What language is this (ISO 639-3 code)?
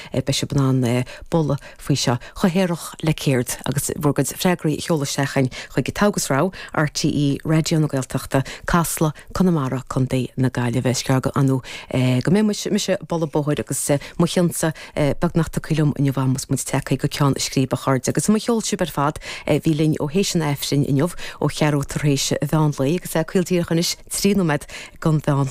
gle